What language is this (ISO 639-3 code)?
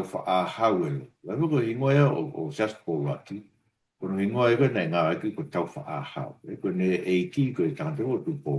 ton